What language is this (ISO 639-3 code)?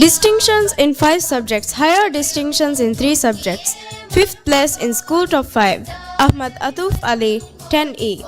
div